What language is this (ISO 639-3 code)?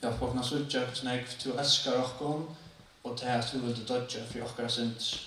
fao